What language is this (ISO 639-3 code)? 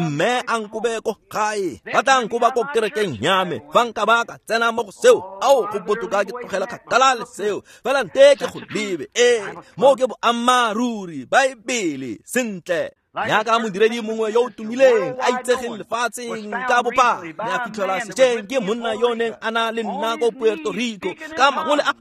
tsn